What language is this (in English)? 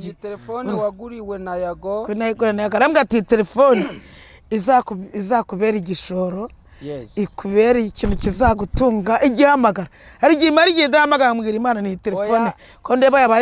Kinyarwanda